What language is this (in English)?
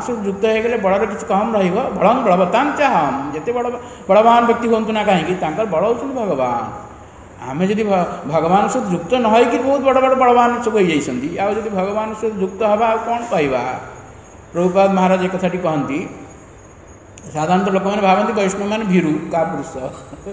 Odia